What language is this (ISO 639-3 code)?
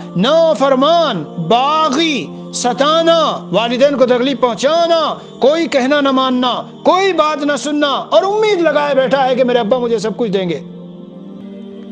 urd